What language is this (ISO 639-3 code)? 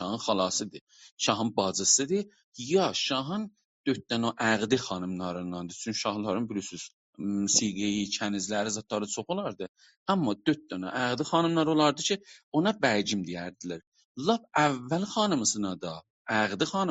azb